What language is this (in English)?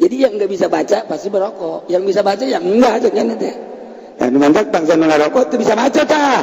Sundanese